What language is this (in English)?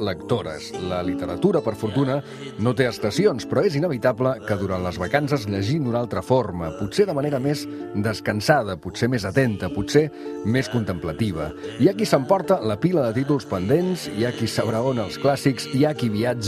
Catalan